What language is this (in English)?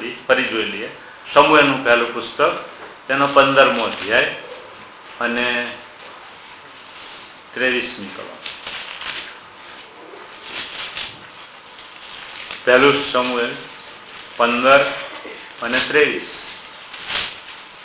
Gujarati